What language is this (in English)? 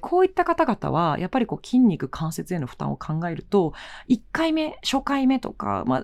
Japanese